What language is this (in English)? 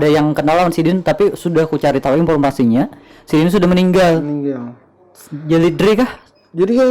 Banjar